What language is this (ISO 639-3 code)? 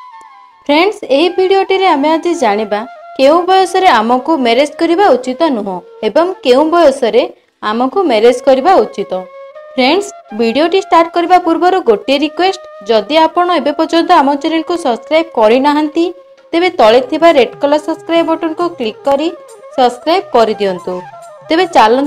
ori